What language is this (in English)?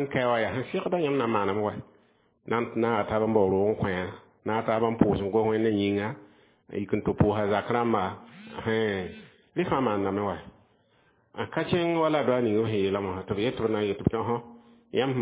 Mossi